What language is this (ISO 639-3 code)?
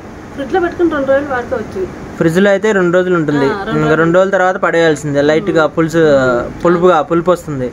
tel